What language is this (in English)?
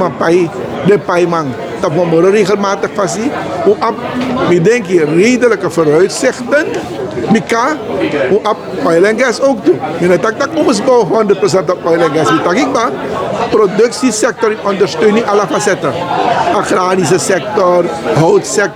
Sranan Tongo